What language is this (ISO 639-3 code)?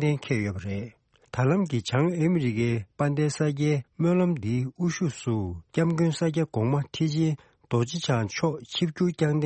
bod